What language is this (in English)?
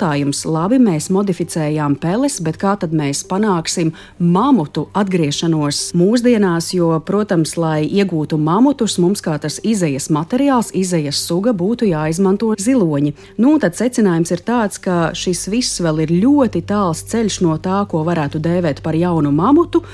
Latvian